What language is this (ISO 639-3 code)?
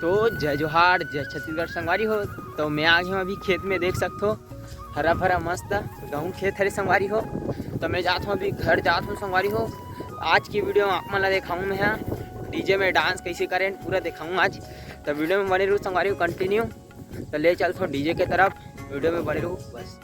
hne